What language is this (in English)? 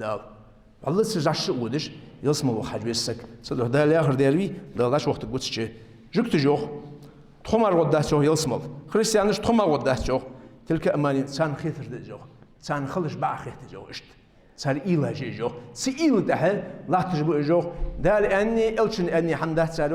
Ingush